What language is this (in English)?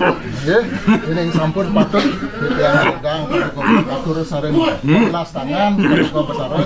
Balinese